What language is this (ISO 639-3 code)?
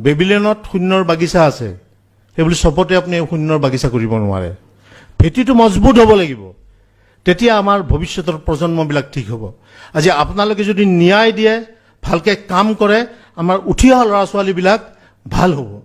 asm